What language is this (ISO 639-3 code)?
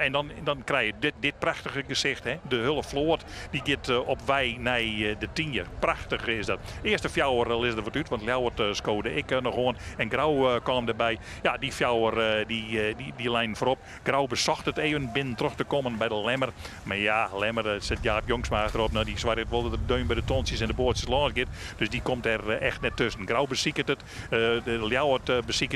fry